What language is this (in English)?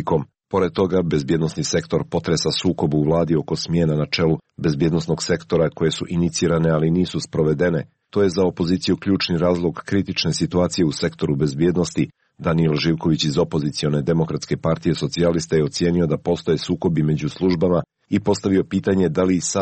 Serbian